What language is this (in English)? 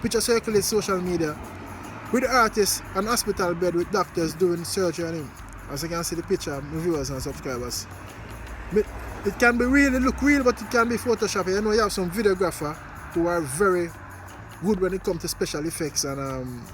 Jamaican Creole English